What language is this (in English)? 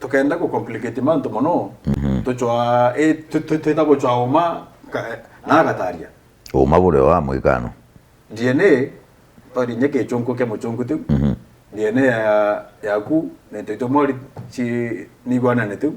Meru